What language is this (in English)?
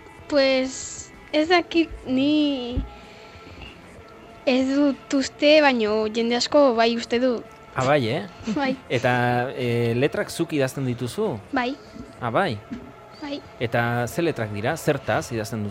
Basque